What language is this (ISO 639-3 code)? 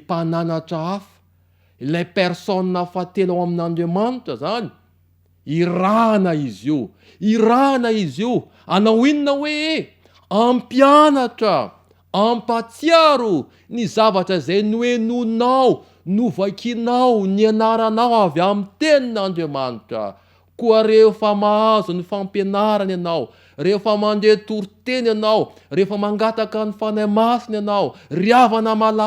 mlg